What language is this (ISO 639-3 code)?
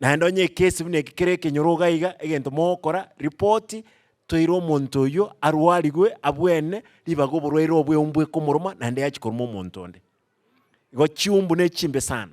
guz